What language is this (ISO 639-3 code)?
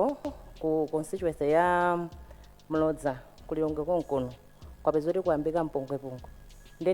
nya